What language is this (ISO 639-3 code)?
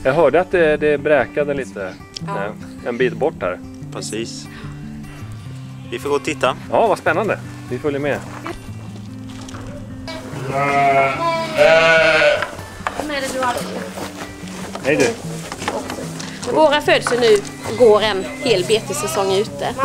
swe